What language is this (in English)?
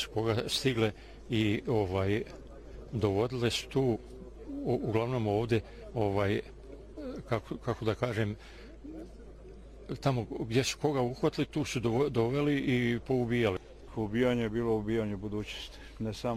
Bosnian